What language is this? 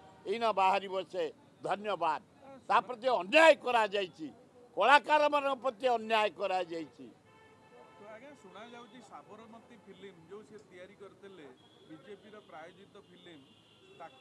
Odia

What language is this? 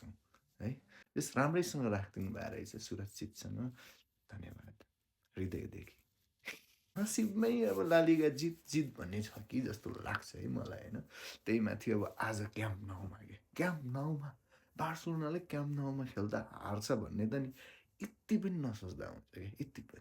Nepali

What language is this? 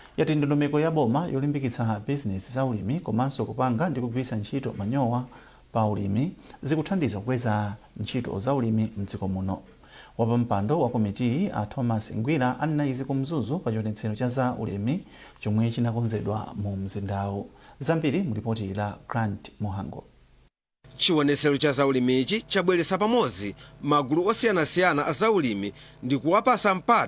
Nyanja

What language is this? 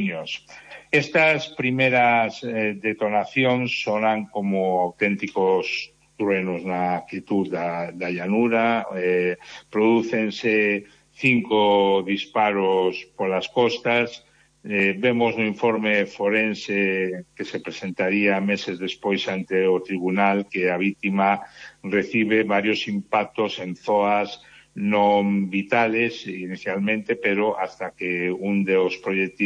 Galician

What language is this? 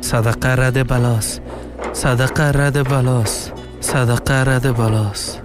Persian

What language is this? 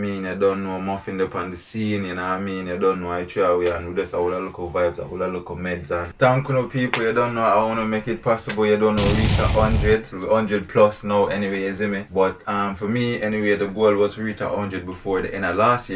Jamaican Creole English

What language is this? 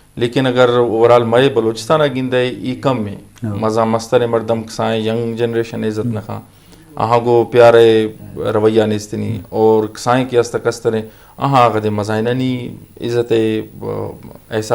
Eastern Balochi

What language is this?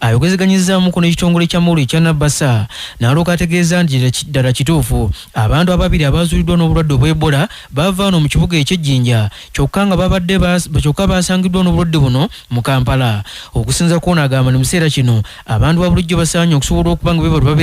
Ganda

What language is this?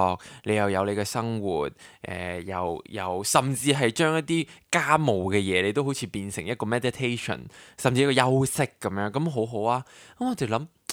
Cantonese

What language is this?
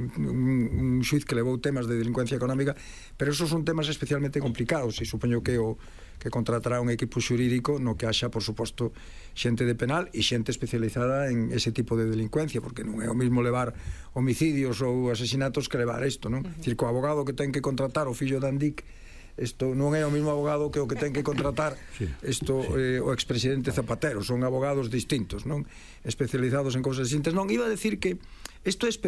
Galician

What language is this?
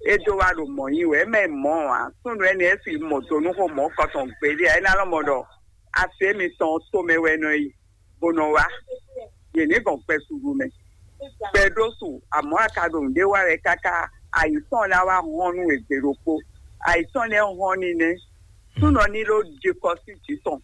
Fon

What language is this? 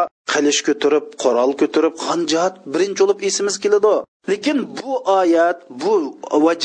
Uyghur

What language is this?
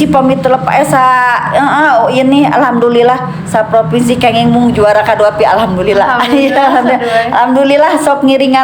Sundanese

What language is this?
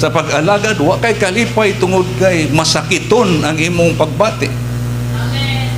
Cebuano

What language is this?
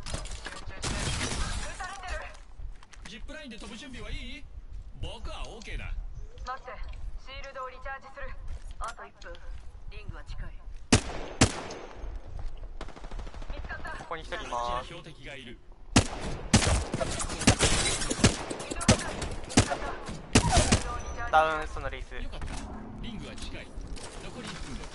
Japanese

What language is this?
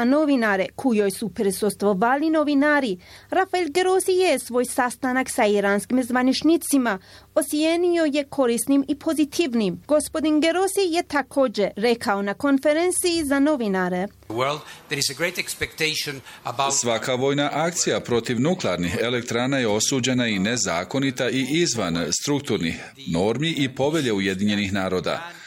Bosnian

